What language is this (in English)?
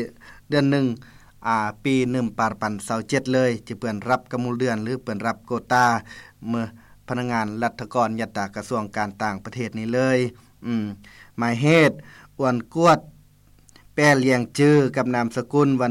Lao